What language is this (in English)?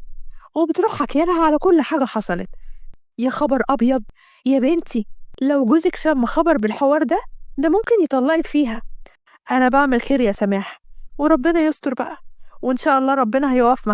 Egyptian Arabic